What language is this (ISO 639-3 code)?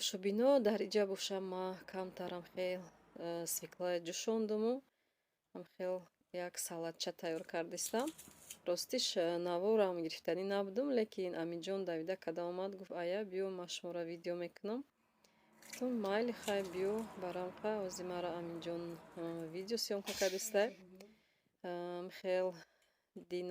tgk